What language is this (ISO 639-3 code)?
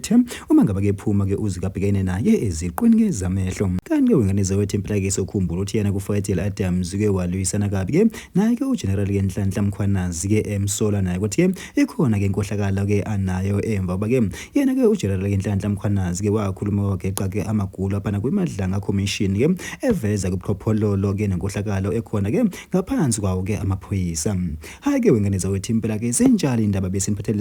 zul